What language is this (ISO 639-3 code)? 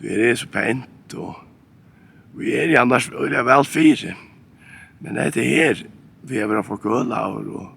fao